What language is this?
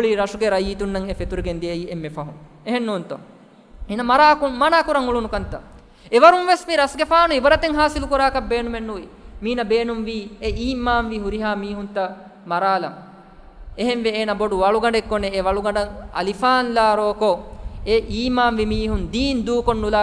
Divehi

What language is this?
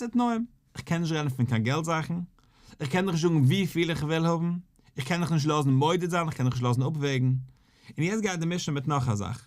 Yiddish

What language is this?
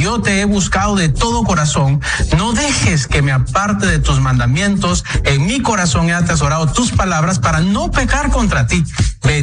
Spanish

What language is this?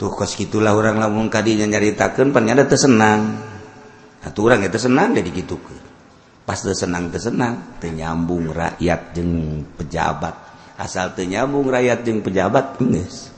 Sundanese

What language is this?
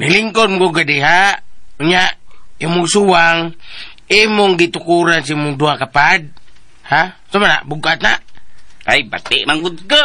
Cebuano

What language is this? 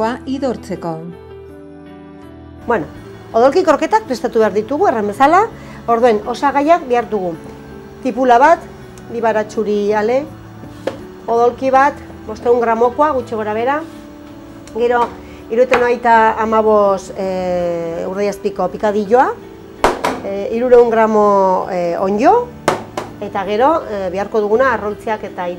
Basque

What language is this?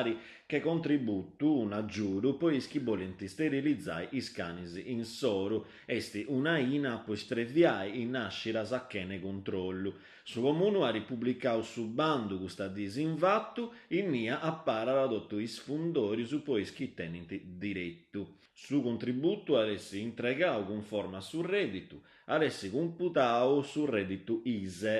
Sardinian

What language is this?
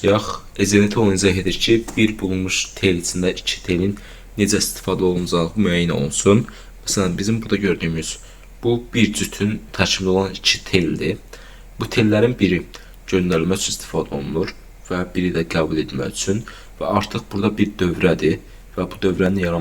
Azerbaijani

